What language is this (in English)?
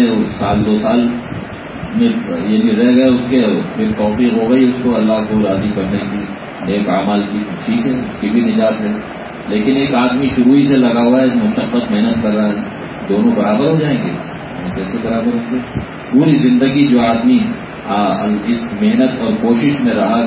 Urdu